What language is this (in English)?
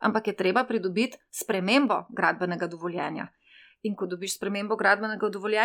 Slovenian